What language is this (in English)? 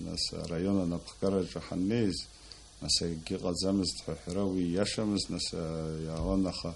Abkhazian